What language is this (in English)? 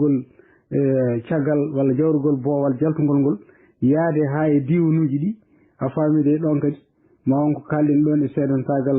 Fula